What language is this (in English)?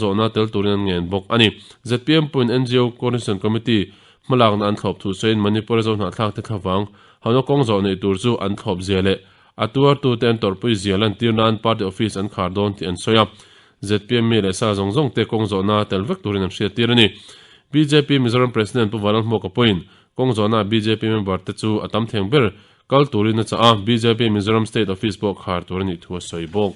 Mizo